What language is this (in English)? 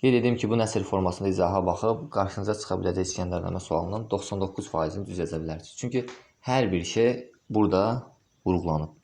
Azerbaijani